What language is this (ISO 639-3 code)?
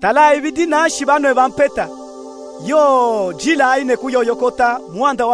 lub